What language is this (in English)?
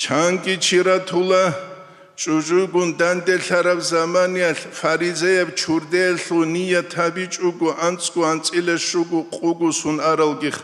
Avaric